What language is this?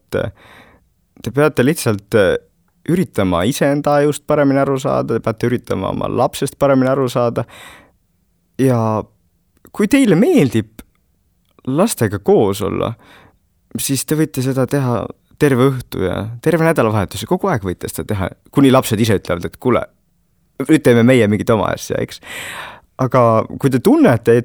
Estonian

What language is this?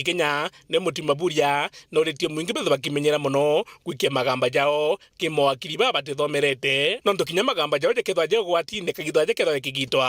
Meru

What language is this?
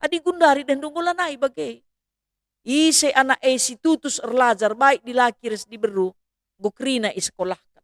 Batak Karo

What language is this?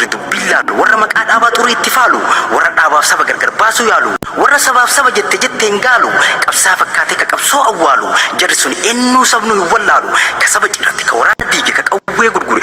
Oromo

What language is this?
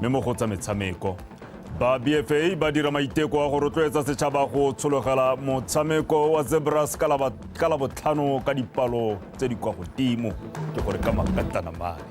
Tswana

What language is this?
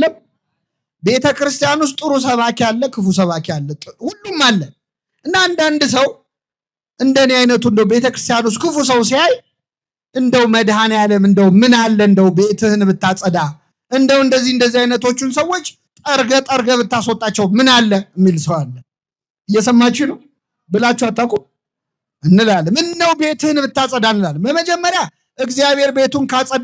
Amharic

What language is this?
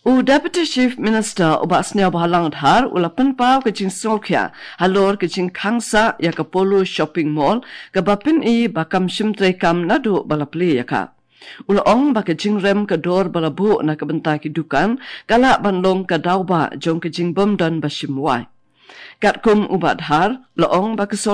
Khasi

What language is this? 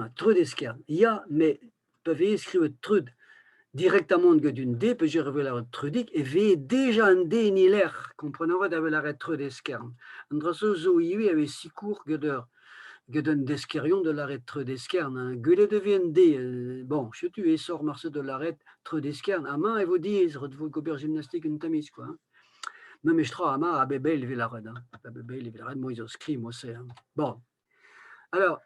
Breton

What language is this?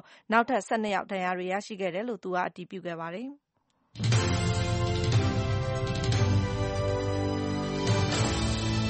Burmese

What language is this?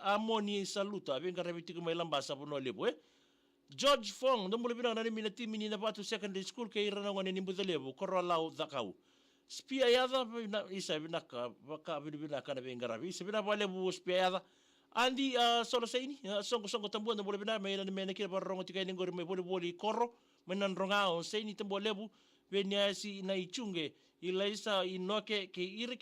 Fijian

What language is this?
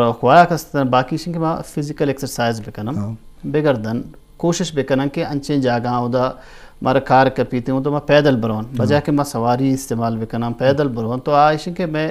Eastern Balochi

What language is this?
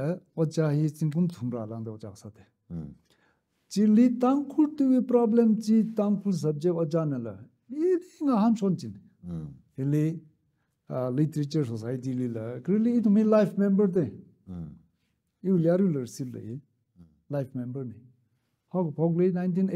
Tangkhul Naga (India)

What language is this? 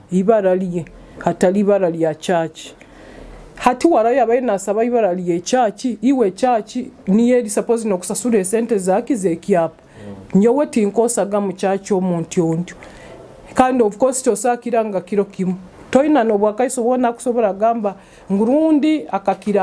Nyoro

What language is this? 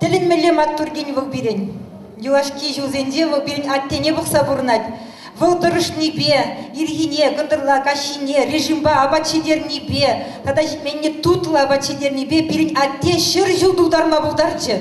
Chuvash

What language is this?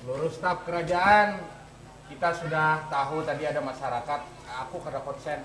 Banjar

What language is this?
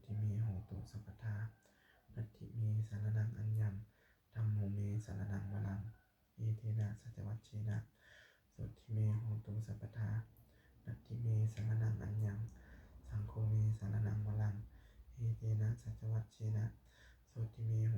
Pali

